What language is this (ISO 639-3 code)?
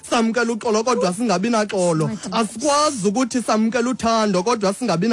xho